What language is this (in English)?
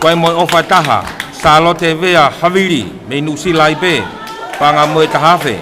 Tongan